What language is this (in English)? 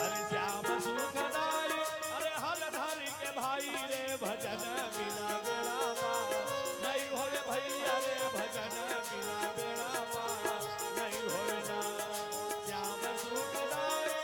Chhattisgarhi